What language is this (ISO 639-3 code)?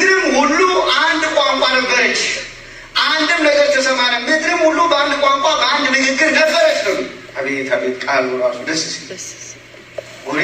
amh